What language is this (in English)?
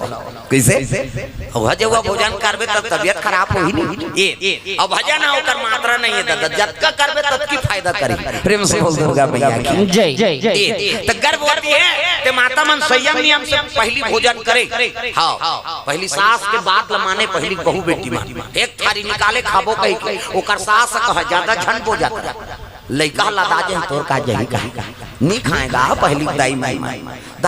Chhattisgarhi